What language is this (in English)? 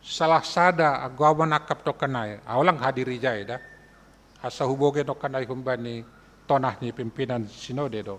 Batak Simalungun